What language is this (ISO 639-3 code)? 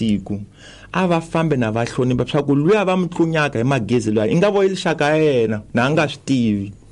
tso